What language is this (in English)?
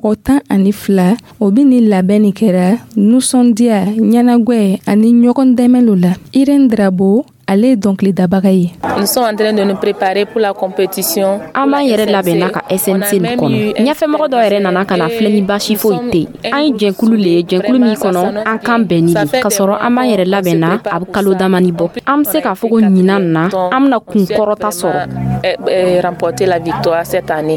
Dyula